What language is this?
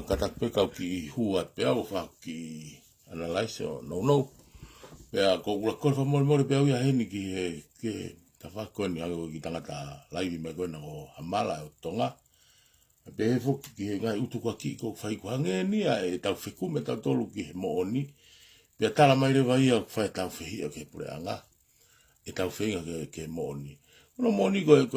Tongan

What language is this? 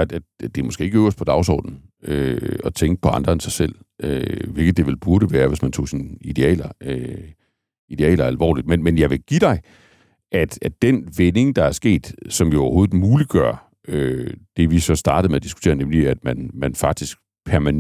Danish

